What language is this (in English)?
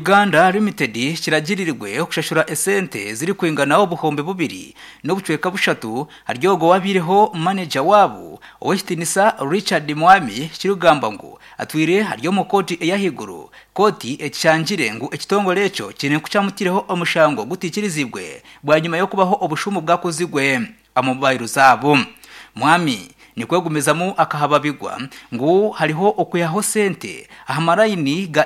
Nyankole